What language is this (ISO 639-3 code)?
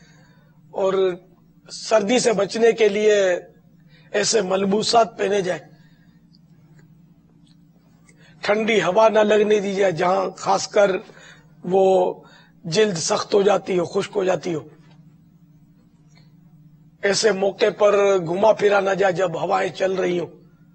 urd